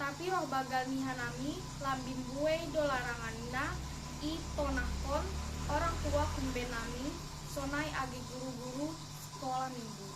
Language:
Batak Simalungun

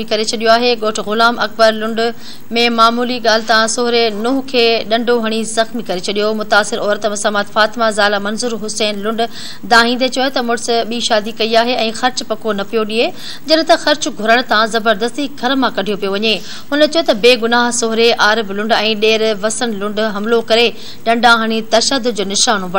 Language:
Sindhi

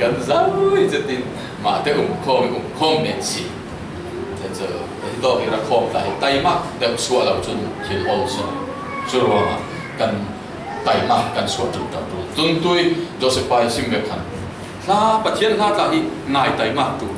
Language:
Falam Chin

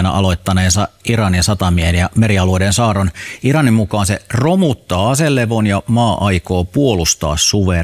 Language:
Finnish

